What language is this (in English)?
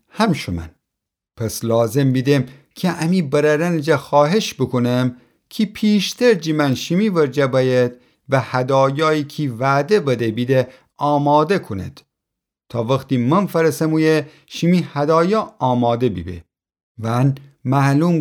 Gilaki